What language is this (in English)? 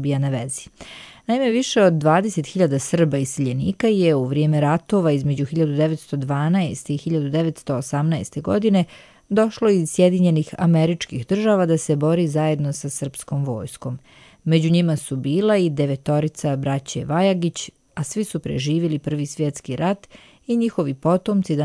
Serbian